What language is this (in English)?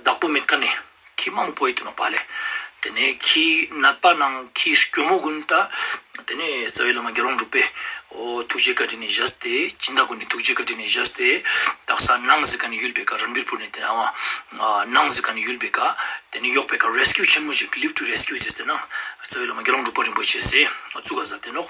Ladakhi